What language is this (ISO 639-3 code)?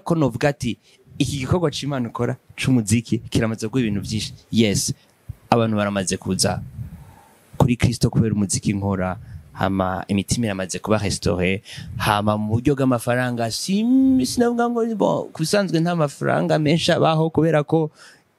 run